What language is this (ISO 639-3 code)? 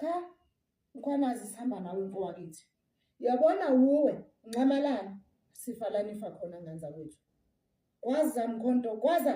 zul